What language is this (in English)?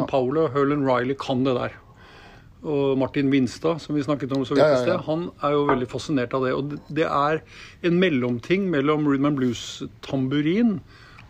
Norwegian